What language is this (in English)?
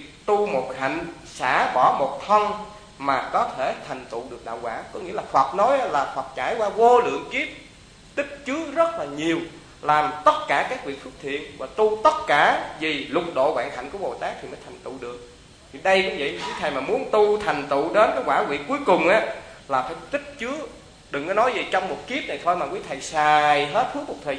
Vietnamese